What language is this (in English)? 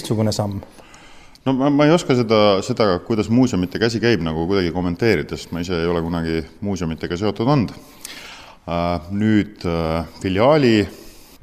Estonian